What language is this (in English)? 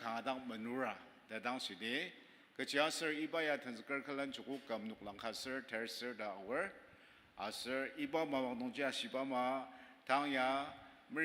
Ao Naga